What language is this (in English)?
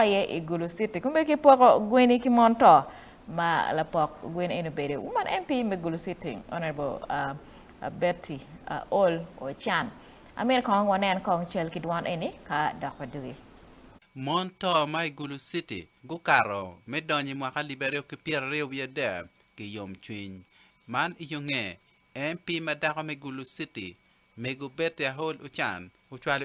Acoli